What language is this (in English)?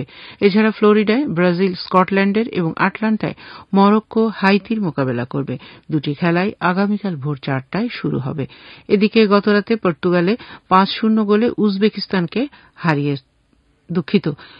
Bangla